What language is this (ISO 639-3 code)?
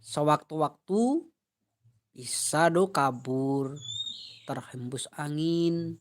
min